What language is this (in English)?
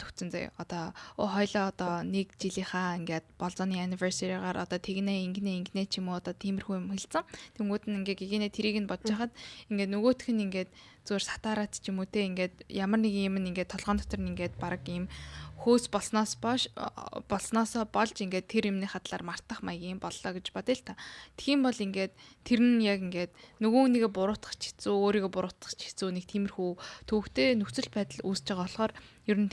Mongolian